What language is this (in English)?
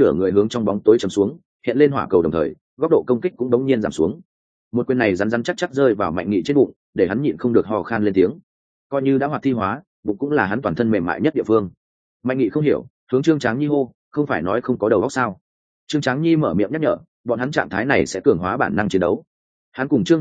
Vietnamese